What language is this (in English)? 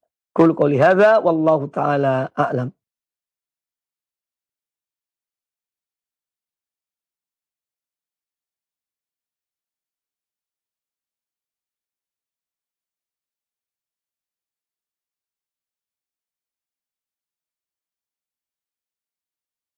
Indonesian